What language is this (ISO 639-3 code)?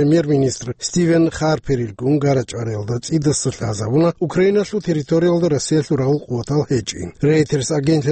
ava